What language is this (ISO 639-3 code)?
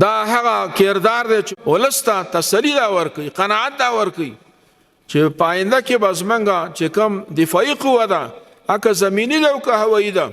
pus